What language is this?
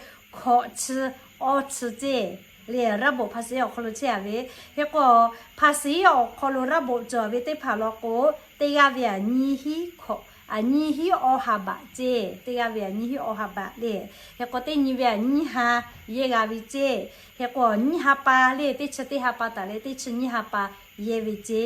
Lahu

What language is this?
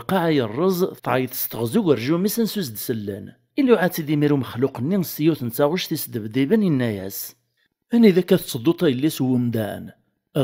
Kabyle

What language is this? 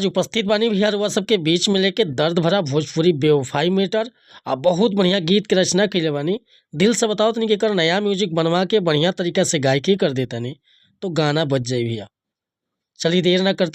Bhojpuri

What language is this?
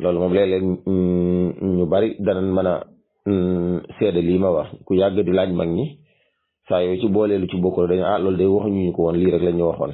Wolof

